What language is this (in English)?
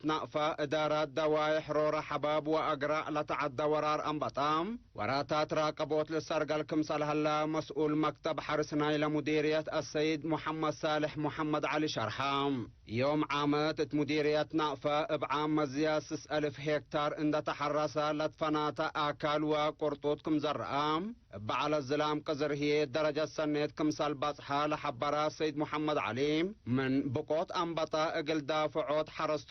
Tigre